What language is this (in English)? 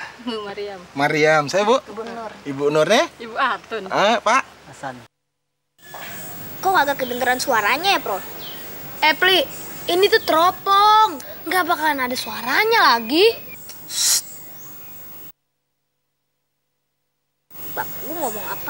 Indonesian